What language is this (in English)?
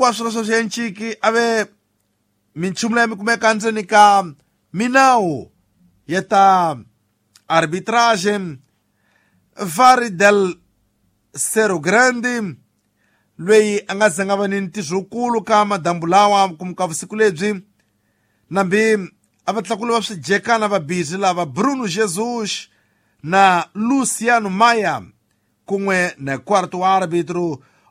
Tsonga